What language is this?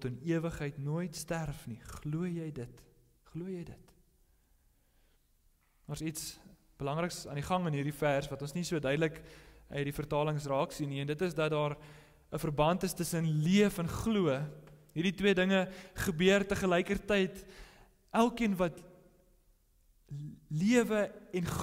Afrikaans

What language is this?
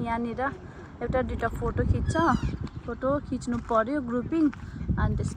Nepali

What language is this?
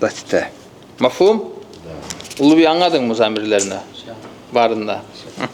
Kumyk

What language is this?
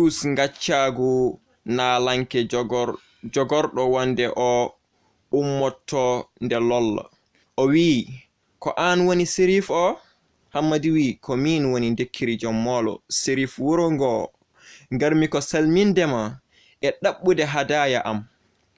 Fula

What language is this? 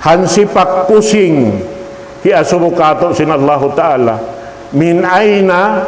Tausug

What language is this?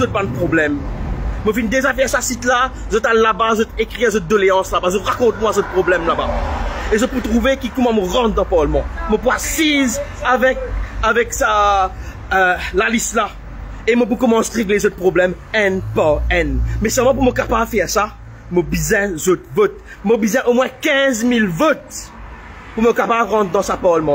Morisyen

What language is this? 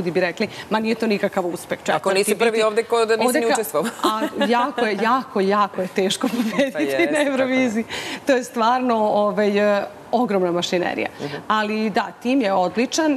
Serbian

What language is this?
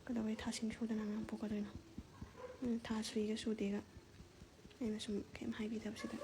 Manipuri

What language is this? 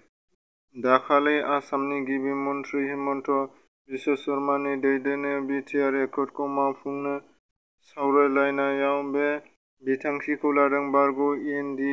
Bodo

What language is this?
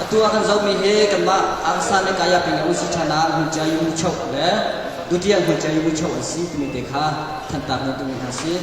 Hakha Chin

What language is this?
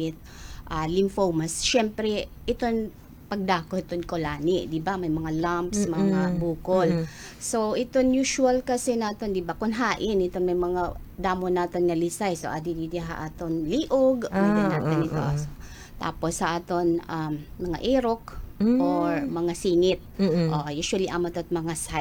Waray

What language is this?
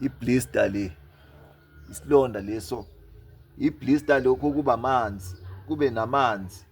Zulu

